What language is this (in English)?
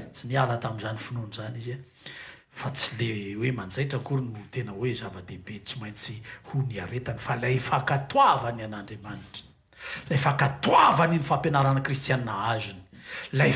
Malagasy